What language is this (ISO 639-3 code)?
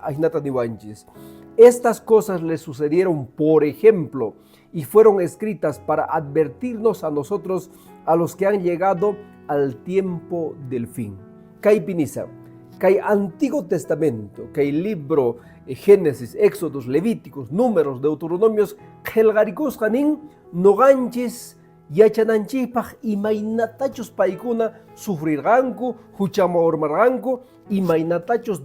que